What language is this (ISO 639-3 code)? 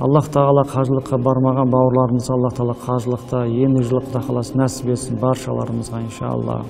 kaz